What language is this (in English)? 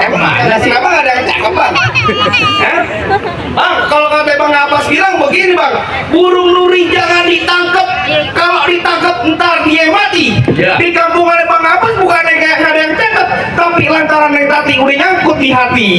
Betawi